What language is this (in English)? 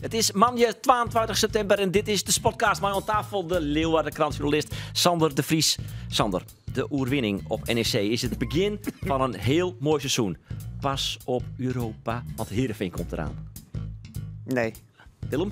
Western Frisian